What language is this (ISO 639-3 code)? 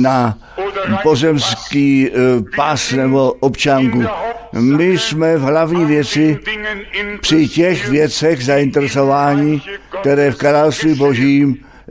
ces